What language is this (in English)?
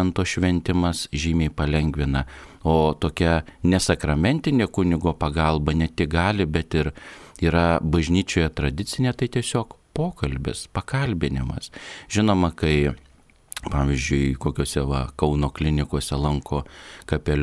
Lithuanian